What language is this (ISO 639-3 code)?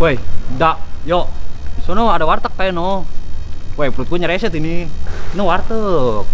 bew